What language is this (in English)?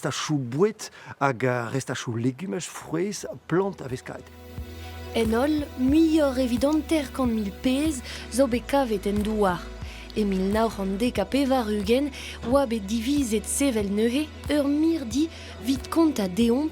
Breton